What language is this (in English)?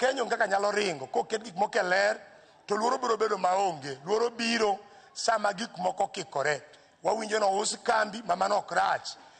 Luo (Kenya and Tanzania)